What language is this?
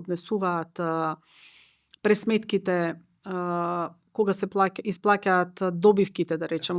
Macedonian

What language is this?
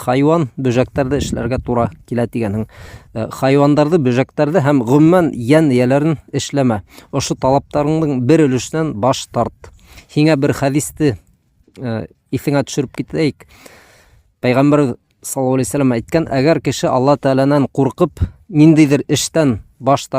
Bashkir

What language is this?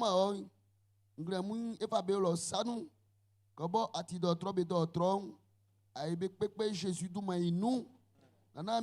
Baoulé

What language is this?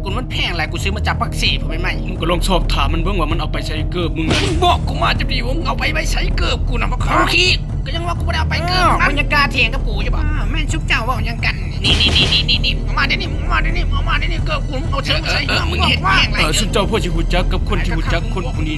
Lao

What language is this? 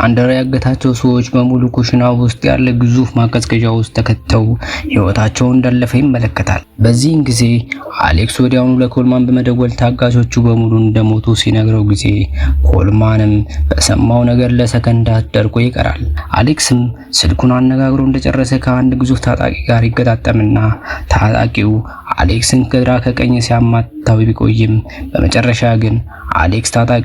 Amharic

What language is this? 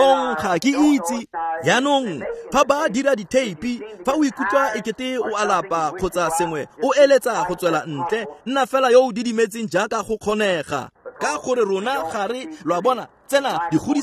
Tswana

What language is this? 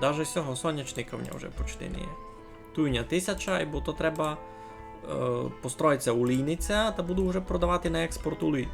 Rusyn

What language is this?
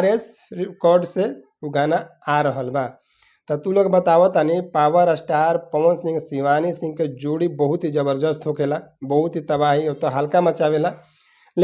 Bhojpuri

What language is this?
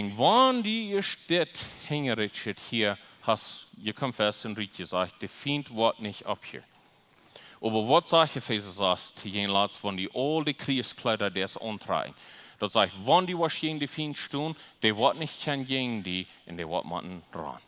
Plautdietsch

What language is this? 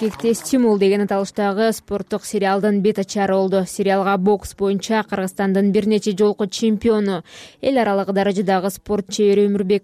Kyrgyz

